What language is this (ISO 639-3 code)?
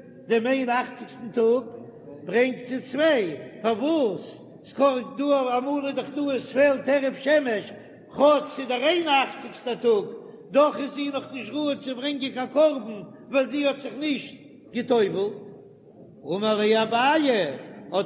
yid